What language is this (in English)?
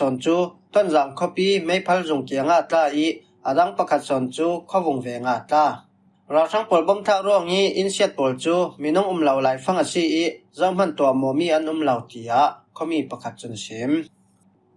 Falam Chin